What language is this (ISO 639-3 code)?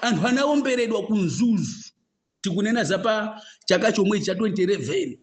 nya